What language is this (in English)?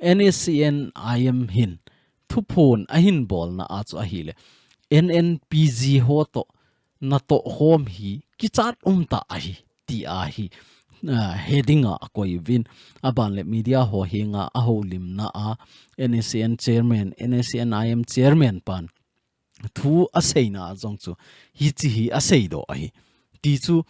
Thado Chin